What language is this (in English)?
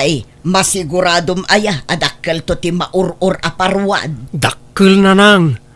Iloko